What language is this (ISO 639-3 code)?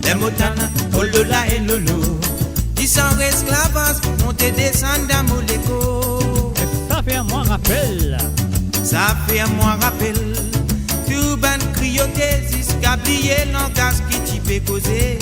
mfe